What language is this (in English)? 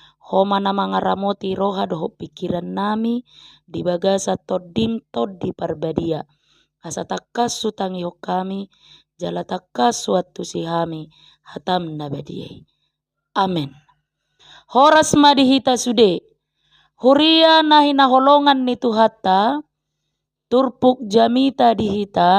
Batak Toba